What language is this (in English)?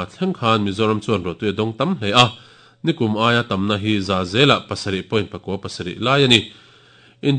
Mizo